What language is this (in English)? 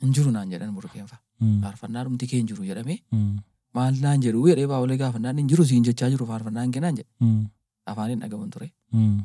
Oromo